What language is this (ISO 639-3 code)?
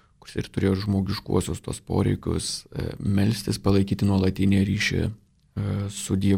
lit